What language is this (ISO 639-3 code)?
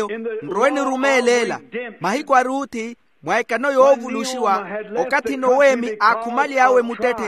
vmw